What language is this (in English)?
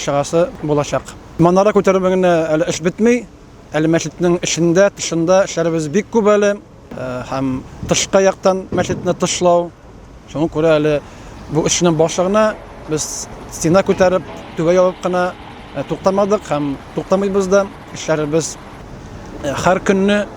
Tatar